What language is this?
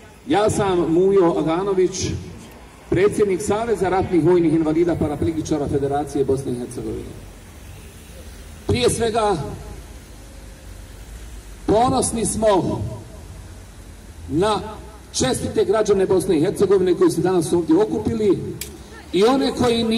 Bosnian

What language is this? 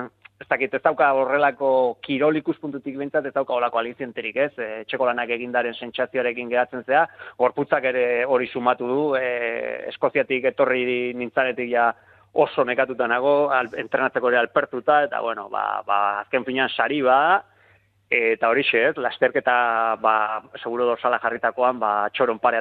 Basque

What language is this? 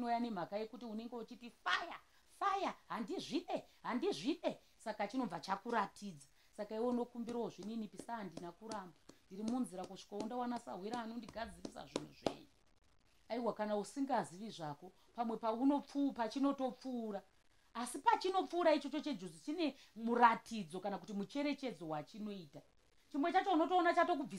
Shona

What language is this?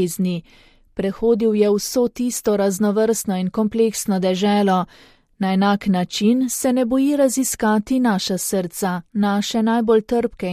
Slovenian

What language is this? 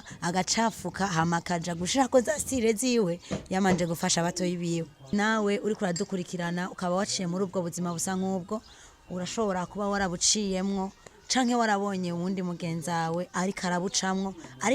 Rundi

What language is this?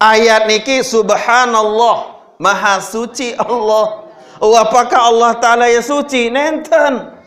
Sasak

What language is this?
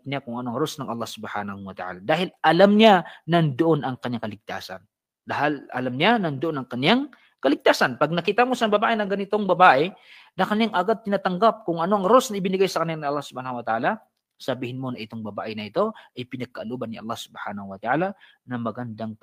Maranao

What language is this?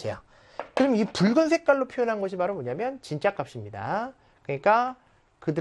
Korean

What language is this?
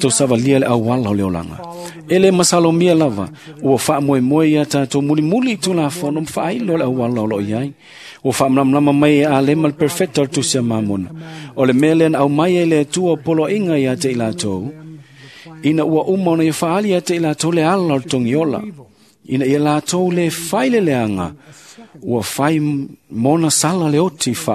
Samoan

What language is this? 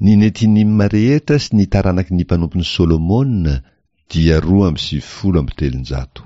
Malagasy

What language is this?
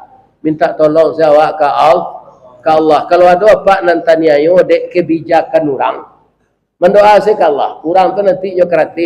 Minangkabau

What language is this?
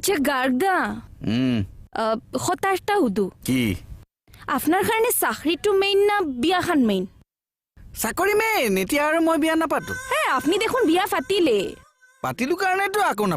Assamese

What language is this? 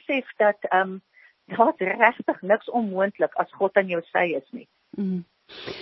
Afrikaans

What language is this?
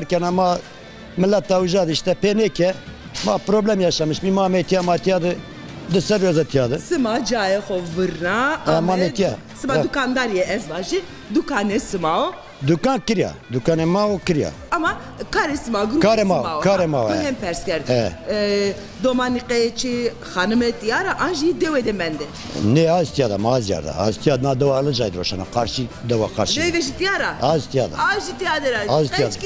Zaza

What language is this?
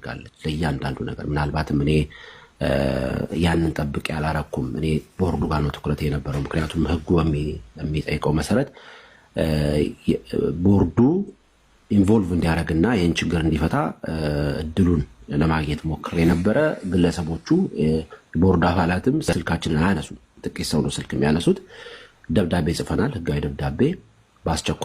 Amharic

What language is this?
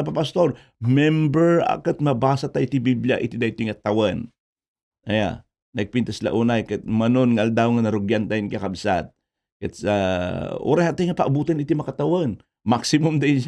Iloko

